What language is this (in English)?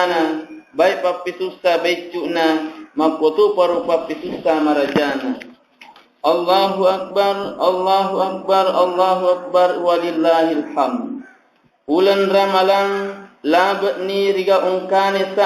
Buginese